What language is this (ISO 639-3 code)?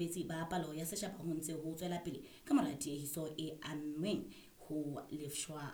sot